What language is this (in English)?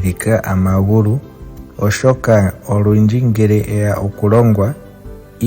Ndonga